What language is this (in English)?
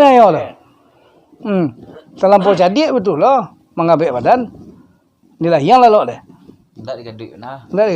Minangkabau